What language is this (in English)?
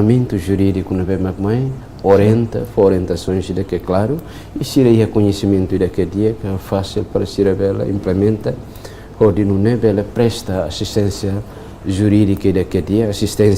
Tetum